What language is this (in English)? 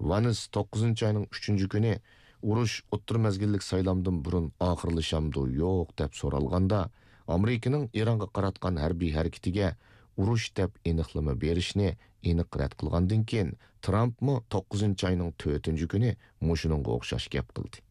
Uyghur